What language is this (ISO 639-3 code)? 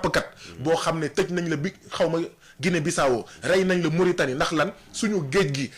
wol